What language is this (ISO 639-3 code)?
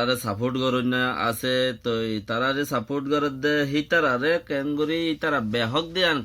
rhg